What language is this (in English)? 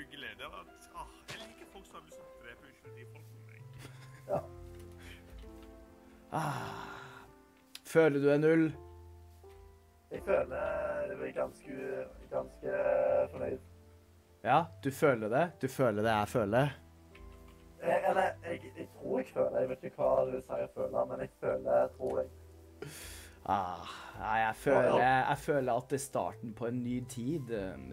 Norwegian